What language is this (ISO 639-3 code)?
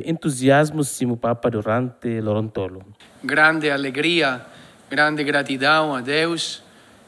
tet